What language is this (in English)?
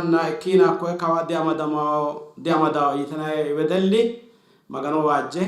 Sidamo